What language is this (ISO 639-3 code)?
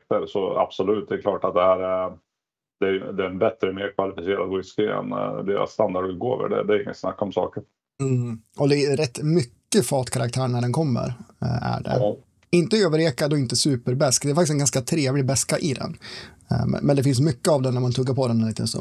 swe